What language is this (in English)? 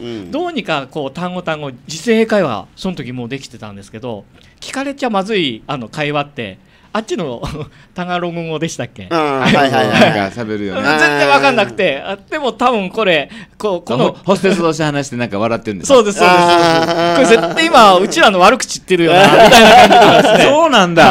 Japanese